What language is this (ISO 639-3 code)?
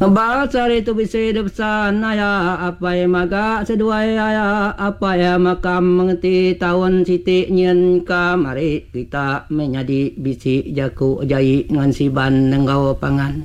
iba